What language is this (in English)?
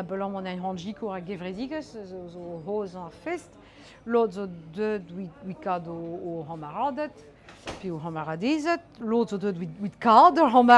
Breton